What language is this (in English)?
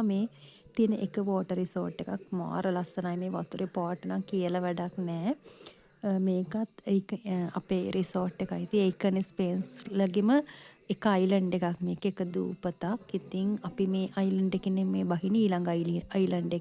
Sinhala